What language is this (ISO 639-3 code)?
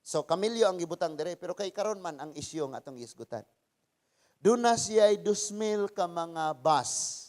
ceb